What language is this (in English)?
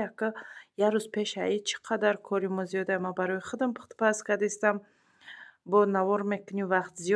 Tajik